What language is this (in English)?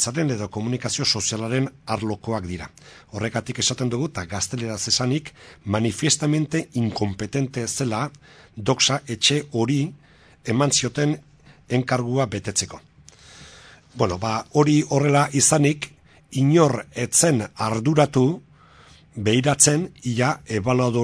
Basque